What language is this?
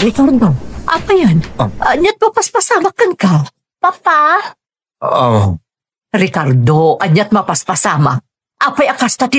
Iloko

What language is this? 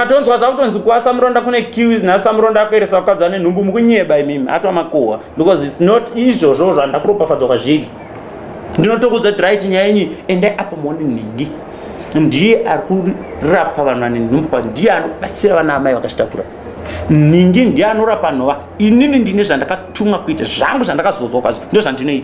Shona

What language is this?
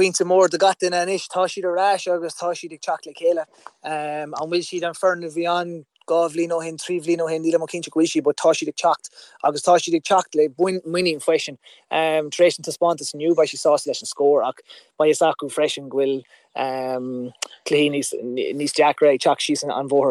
Irish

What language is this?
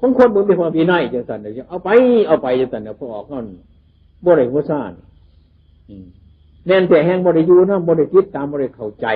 Northeastern Thai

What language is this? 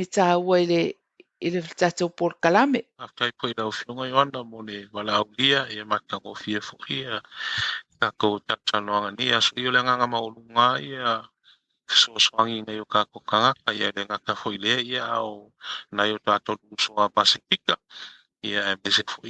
Samoan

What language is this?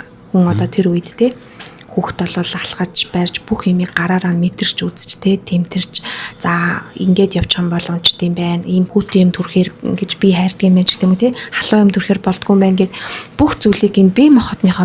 Mongolian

